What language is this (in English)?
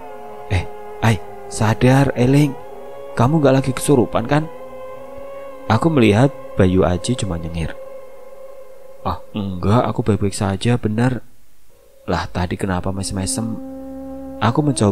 Indonesian